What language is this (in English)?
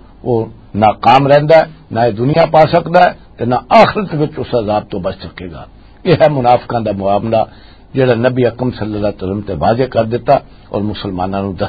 Western Panjabi